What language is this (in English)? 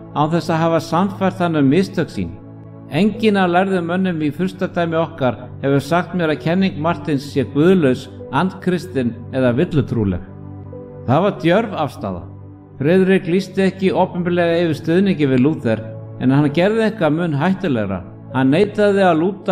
Icelandic